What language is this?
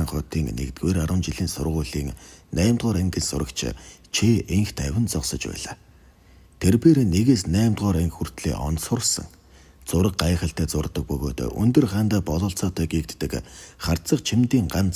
Mongolian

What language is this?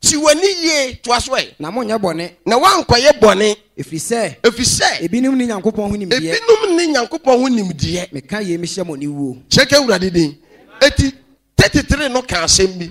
Akan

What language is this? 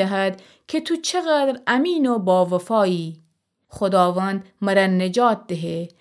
Gilaki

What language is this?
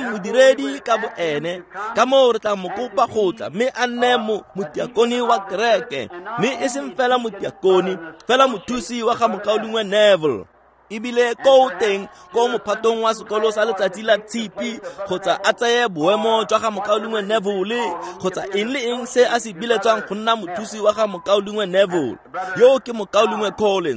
Tswana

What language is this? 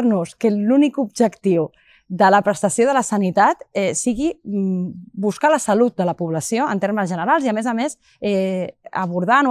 Catalan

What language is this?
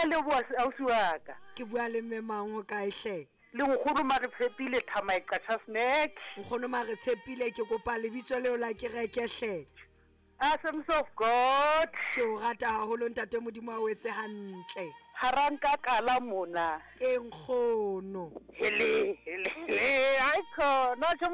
Southern Sotho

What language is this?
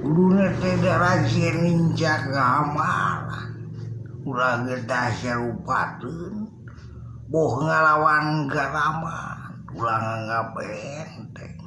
Sundanese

